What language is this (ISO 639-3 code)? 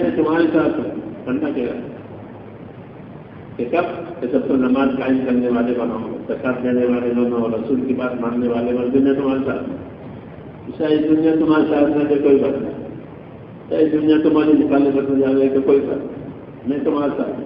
urd